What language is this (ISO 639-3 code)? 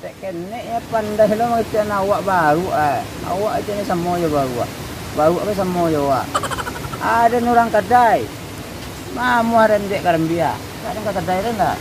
min